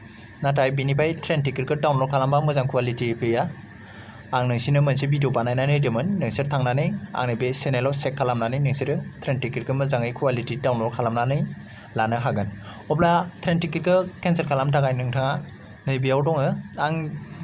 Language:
Bodo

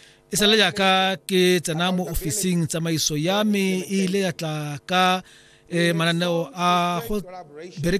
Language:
Tswana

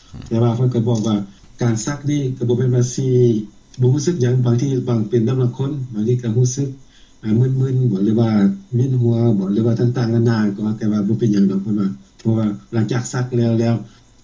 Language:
Lao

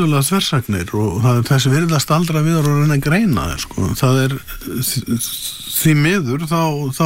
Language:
Icelandic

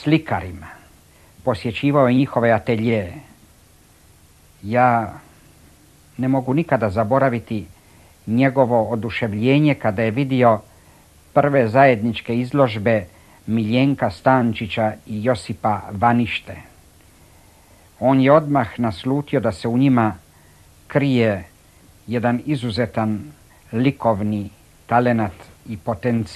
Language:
Croatian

